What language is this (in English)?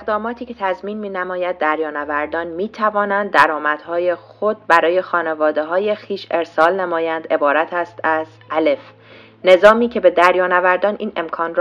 Persian